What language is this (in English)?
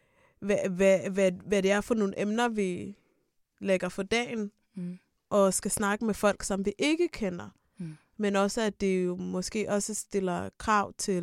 Danish